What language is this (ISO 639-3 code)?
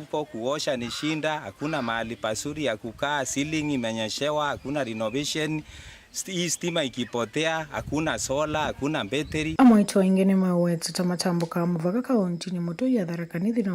kam